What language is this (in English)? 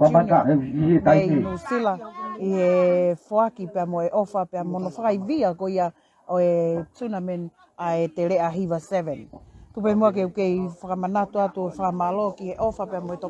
Tongan